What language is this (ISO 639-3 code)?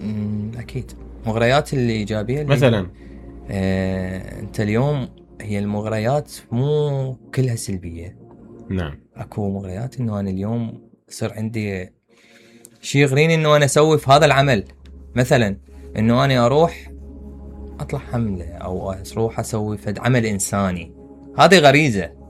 acm